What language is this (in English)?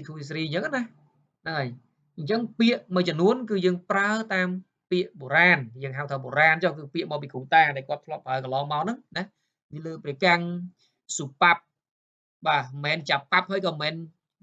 Khmer